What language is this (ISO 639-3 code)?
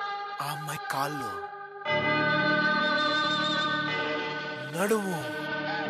tel